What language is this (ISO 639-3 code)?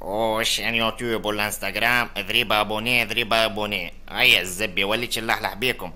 aeb